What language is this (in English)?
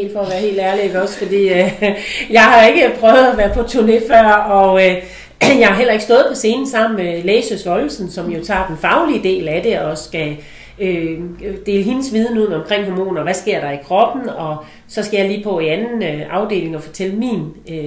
Danish